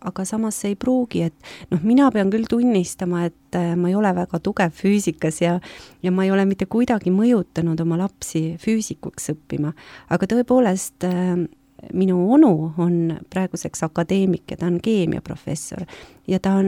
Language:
Estonian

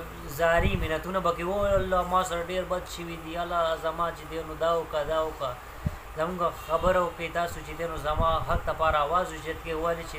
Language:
Pashto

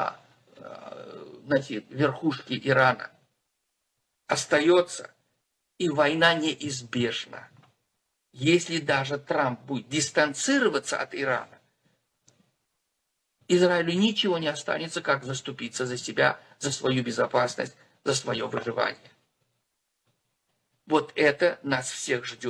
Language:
Russian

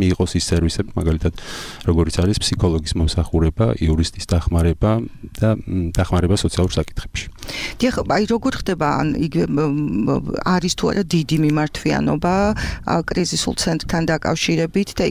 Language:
Georgian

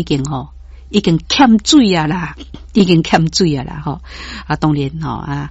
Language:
Min Nan Chinese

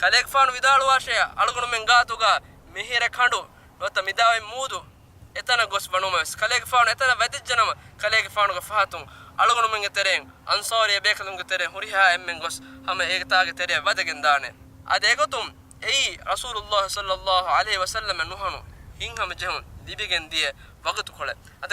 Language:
Divehi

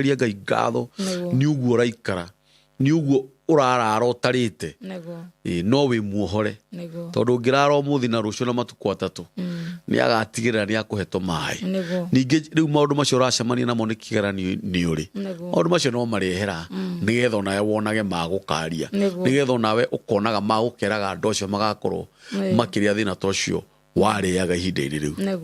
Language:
Kikuyu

